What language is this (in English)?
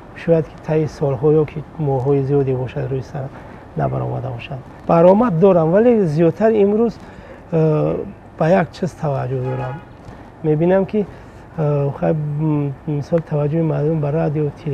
Tajik